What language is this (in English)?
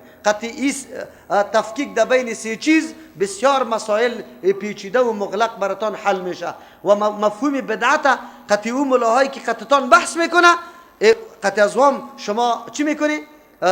Persian